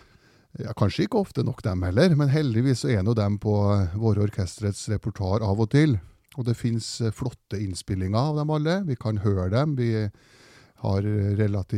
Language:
Norwegian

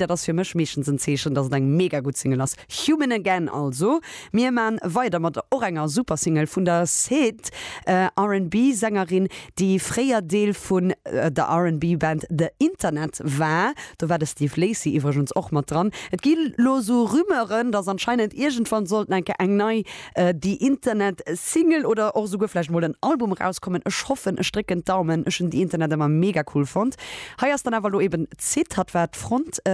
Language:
Luxembourgish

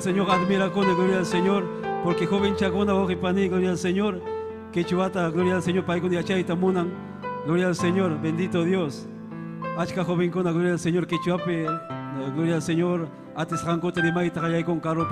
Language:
Ayacucho Quechua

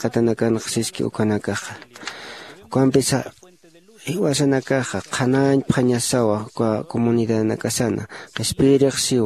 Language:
Aymara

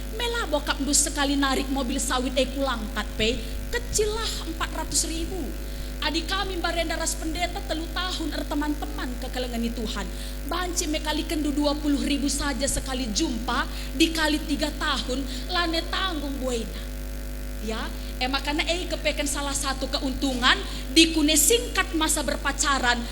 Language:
Batak Karo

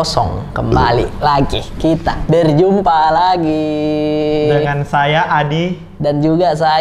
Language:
Makassar Malay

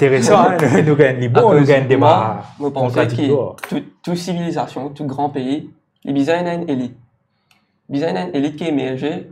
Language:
Morisyen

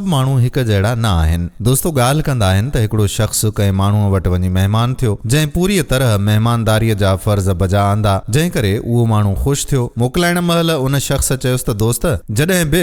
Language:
Sindhi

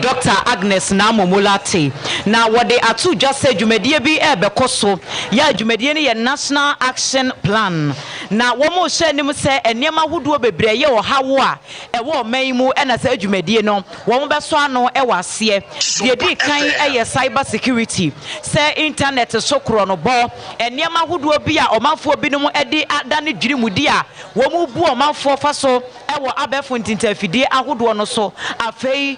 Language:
Akan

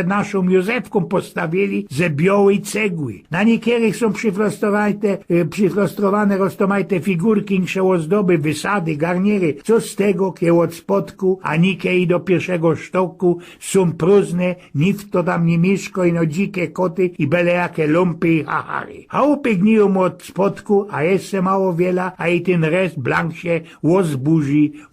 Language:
Silesian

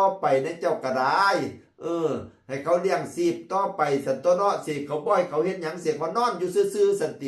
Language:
Northeastern Thai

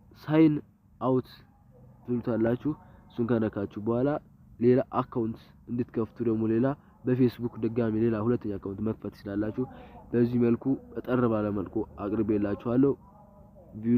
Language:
Amharic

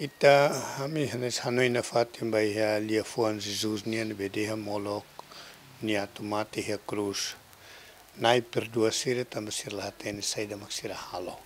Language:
Tetum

